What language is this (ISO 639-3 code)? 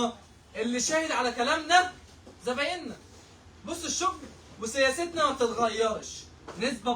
arz